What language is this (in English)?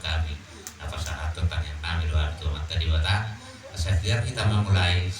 Batak Toba